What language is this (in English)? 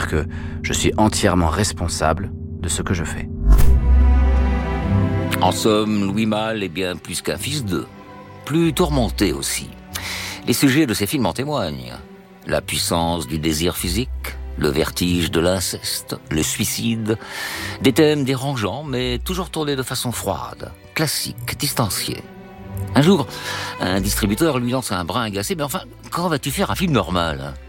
French